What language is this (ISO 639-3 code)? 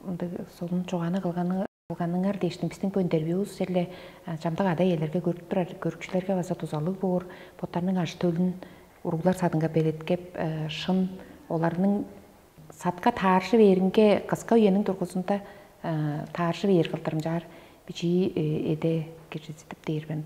tyv